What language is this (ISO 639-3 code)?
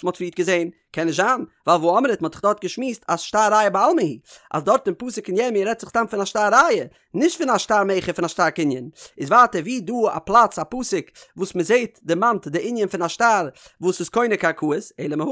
yid